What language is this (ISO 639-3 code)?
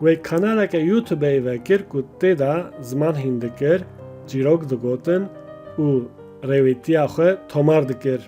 kur